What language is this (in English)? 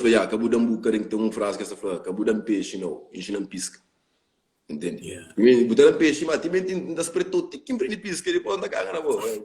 Kabuverdianu